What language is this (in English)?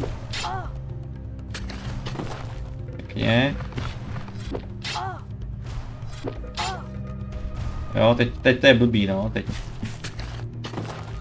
Czech